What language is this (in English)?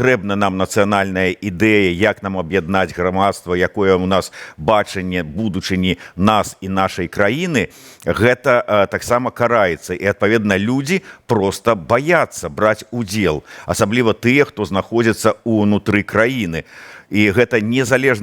Belarusian